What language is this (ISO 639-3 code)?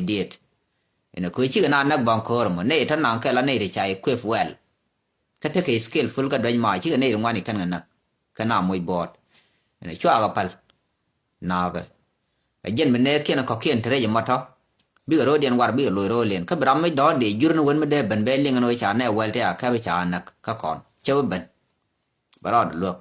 nus